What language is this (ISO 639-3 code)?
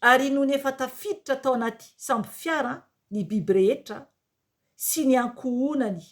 mlg